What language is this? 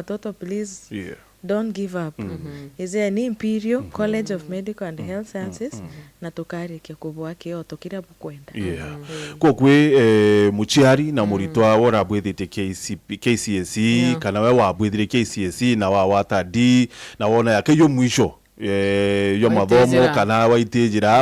Meru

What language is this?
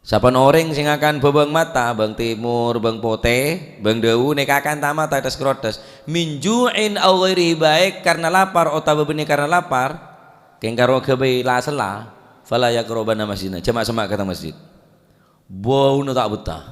Madurese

